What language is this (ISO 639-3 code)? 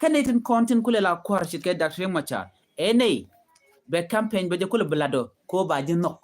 nus